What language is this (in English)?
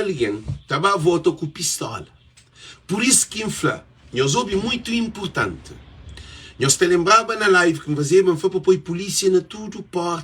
Kabuverdianu